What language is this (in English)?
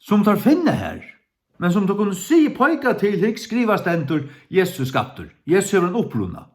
Faroese